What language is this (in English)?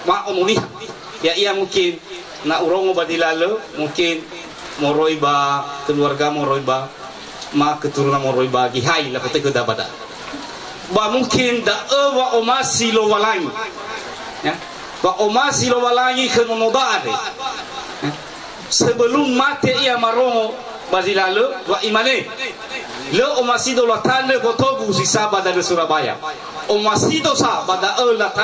Nias